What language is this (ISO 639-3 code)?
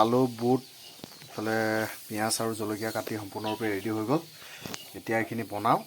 asm